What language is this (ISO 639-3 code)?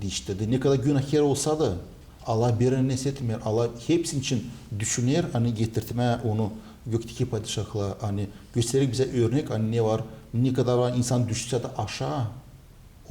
gag